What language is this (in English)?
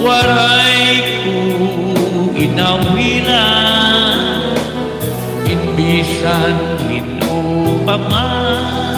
Waray